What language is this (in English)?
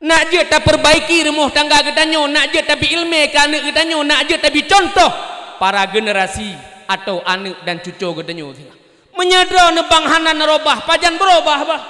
Achinese